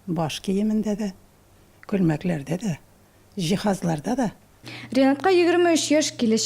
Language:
Tatar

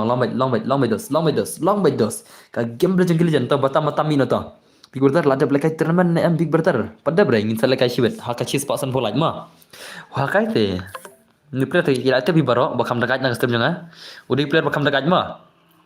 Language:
Khasi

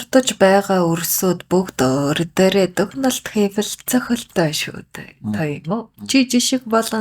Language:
Mongolian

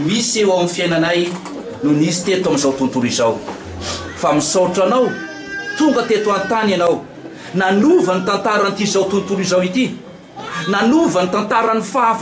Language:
Malagasy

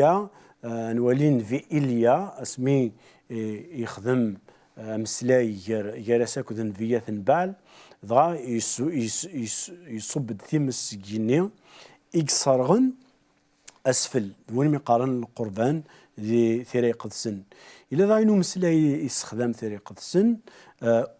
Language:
Kabyle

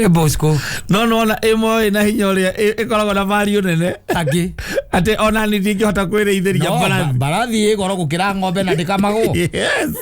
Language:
Kikuyu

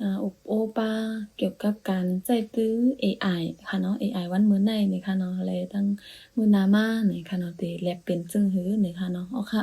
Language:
Shan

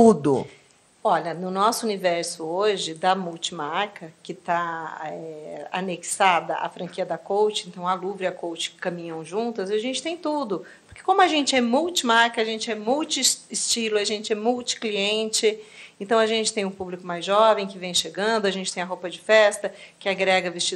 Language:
Portuguese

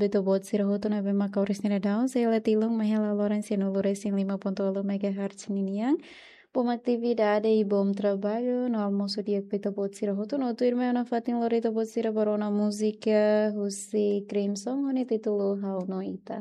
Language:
Tetum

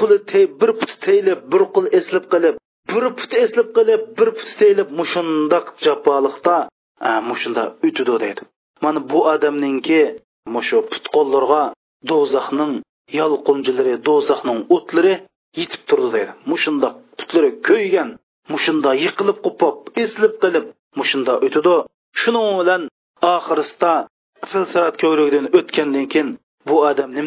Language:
Uyghur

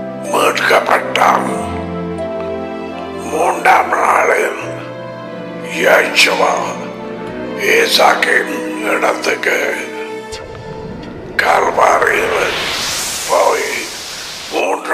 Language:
Tamil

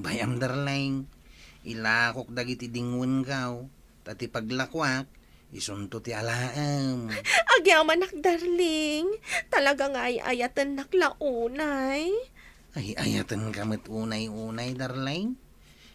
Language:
Iloko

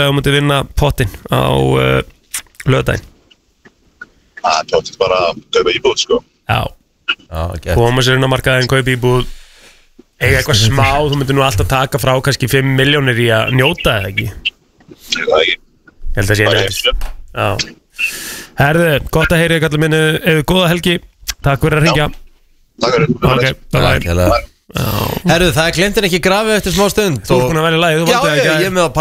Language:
Icelandic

